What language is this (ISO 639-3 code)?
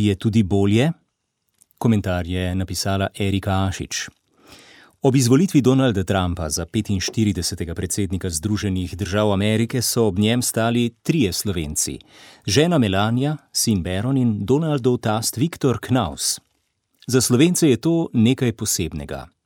slv